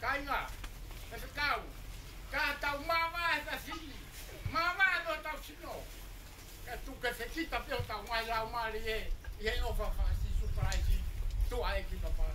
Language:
Tongan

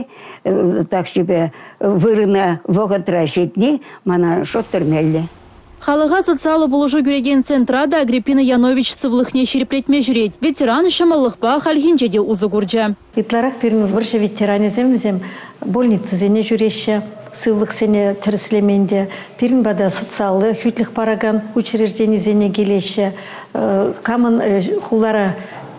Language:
Chuvash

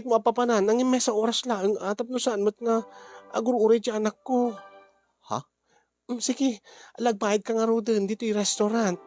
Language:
Iloko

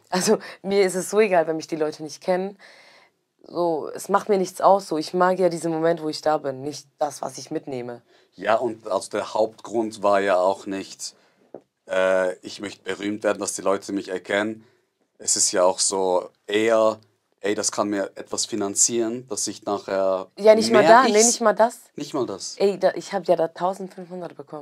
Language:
Swiss German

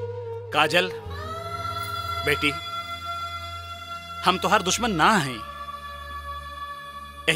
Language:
Bhojpuri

